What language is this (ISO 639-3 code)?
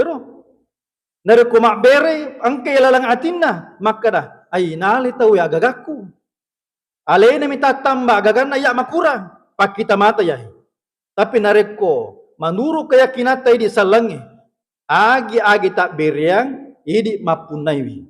bug